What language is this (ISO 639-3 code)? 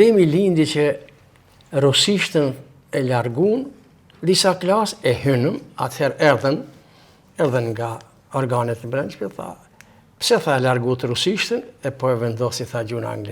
sqi